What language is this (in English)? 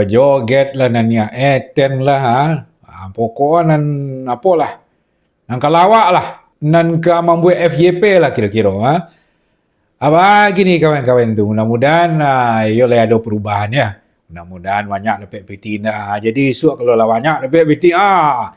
Minangkabau